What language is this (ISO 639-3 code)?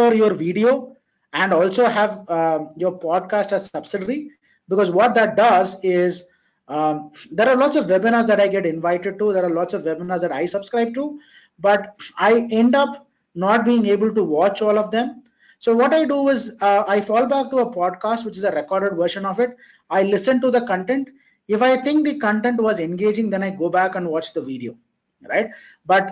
eng